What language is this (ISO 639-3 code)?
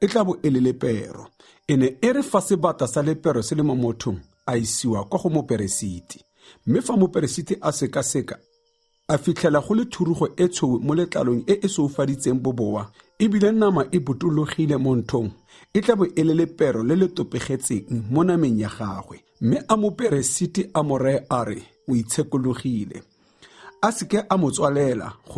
tsn